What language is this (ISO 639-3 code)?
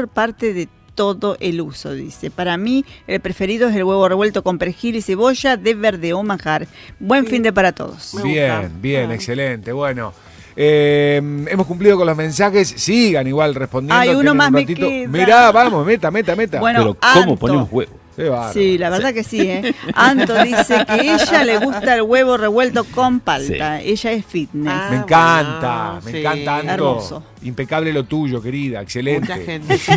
spa